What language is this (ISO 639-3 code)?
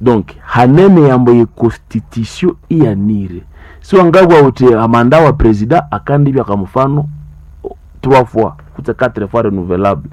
nnb